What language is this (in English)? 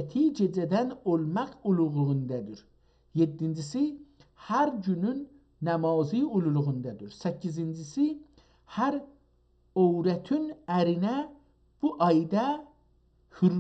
South Azerbaijani